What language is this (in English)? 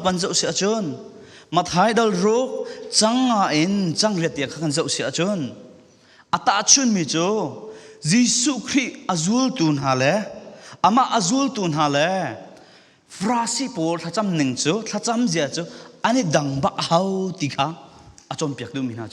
Falam Chin